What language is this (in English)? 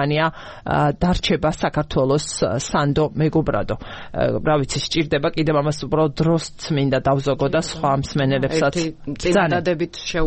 Georgian